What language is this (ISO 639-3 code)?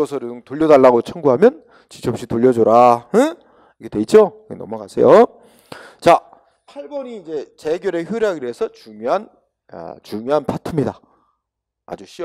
kor